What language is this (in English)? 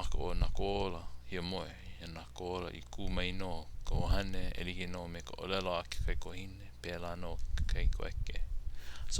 Hawaiian